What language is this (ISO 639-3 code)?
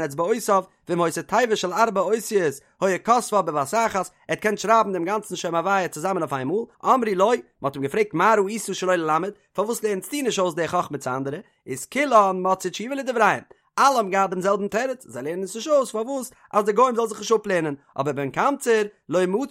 yid